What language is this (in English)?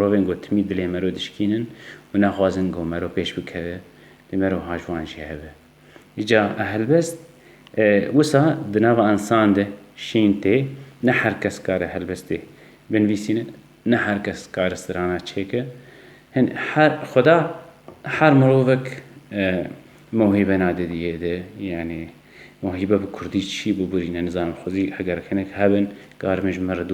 Kurdish